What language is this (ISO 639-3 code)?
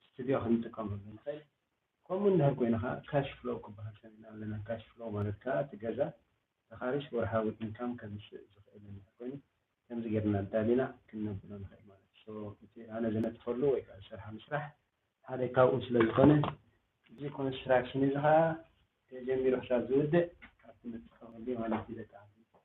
tir